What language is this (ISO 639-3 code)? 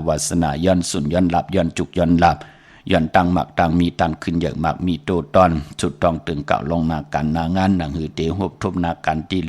shn